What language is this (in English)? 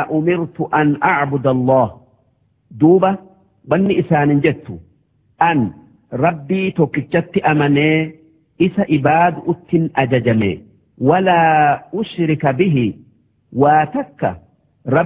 Oromo